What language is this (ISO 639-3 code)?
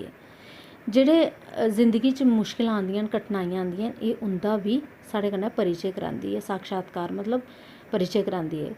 doi